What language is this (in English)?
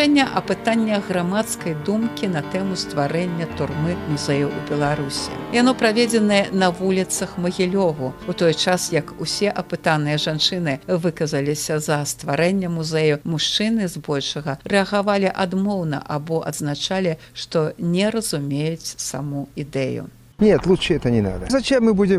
Belarusian